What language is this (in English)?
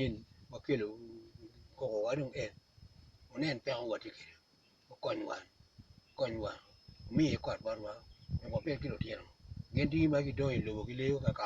Acoli